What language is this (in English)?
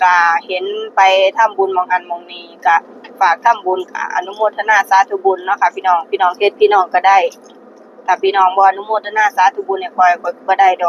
Northeastern Thai